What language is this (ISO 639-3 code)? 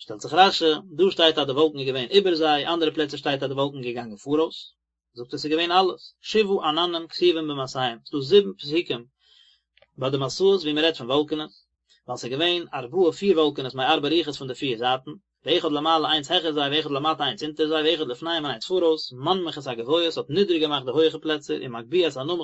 yid